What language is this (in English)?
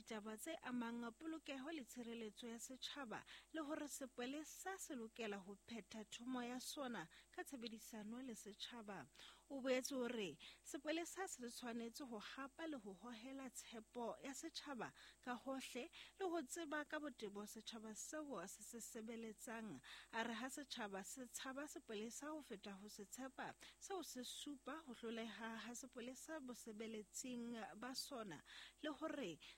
Southern Sotho